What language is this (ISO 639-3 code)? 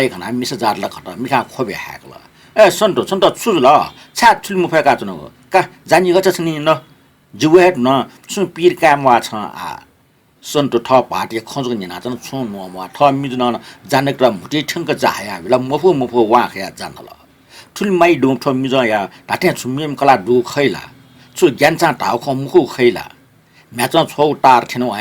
new